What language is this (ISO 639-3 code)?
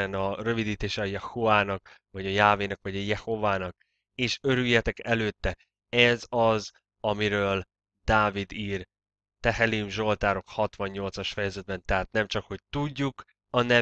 hun